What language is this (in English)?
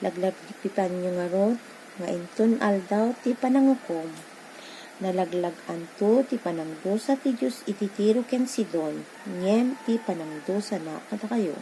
Iloko